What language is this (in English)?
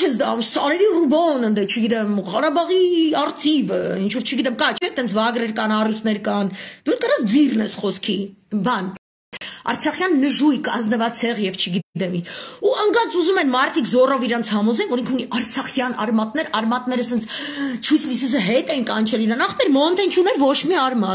Armenian